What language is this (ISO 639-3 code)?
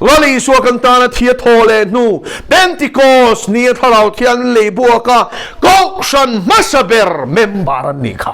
lus